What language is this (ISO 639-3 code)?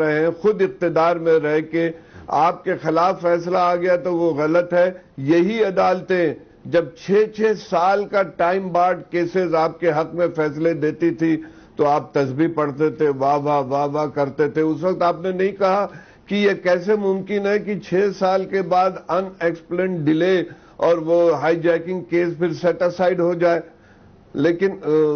urd